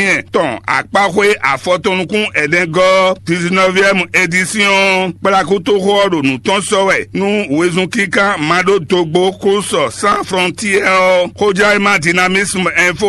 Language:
Fon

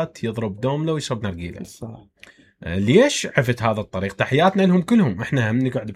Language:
Mesopotamian Arabic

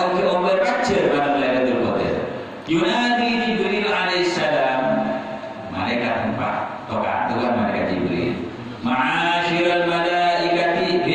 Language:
Madurese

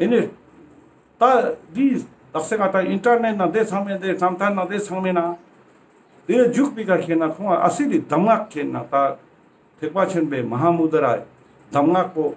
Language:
Ladakhi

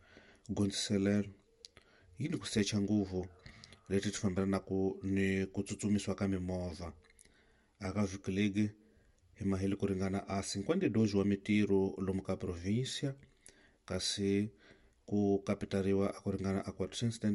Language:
Tsonga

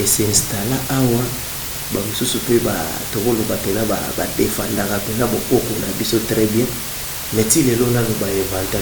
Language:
Lingala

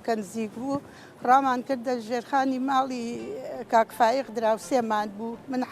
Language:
Central Kurdish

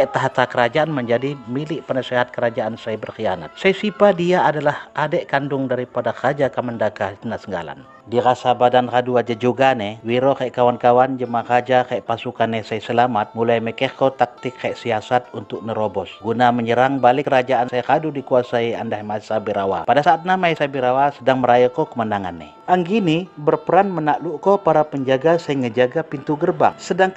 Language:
Lampung Api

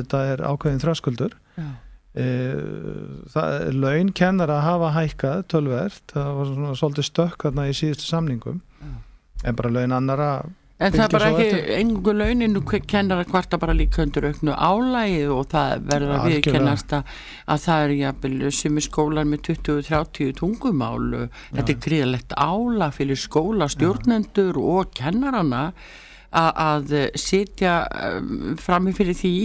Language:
Icelandic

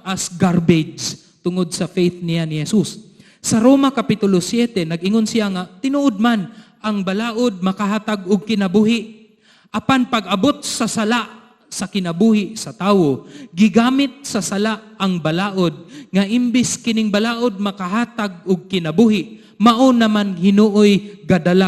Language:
Cebuano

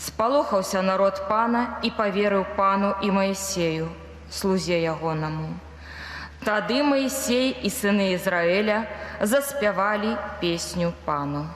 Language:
Belarusian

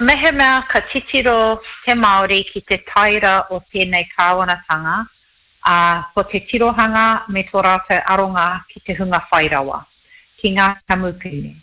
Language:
Māori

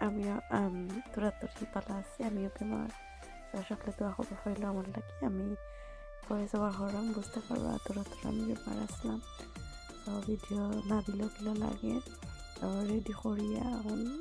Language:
Sylheti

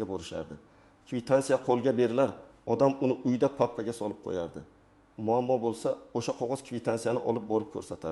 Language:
Uzbek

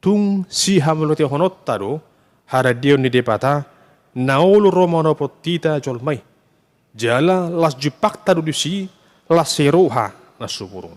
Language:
Batak Toba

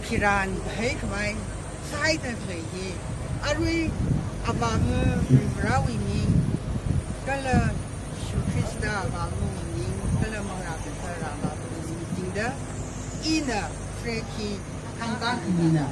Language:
Tangkhul Naga (India)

